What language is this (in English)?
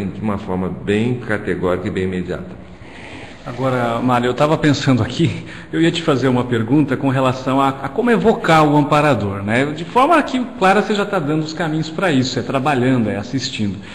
Portuguese